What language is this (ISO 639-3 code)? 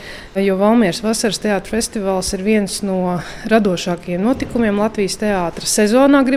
lav